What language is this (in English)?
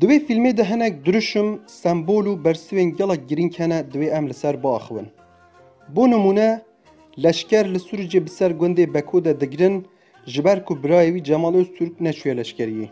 Kurdish